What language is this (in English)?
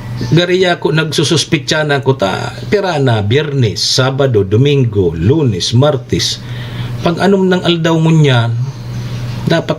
Bikol